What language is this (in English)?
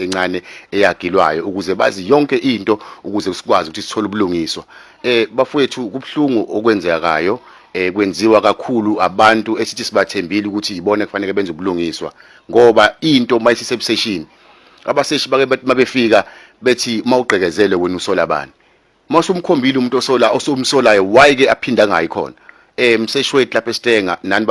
Zulu